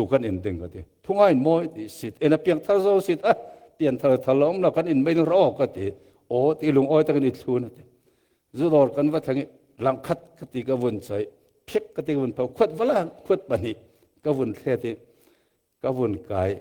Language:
Falam Chin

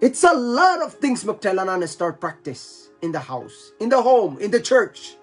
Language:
Pohnpeian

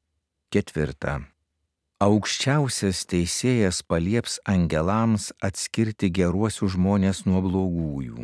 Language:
Lithuanian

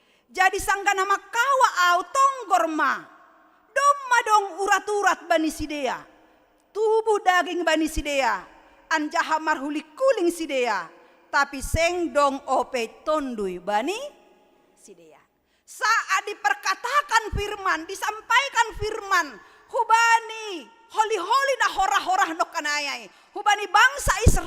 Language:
Batak Simalungun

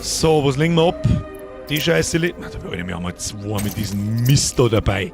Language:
Bavarian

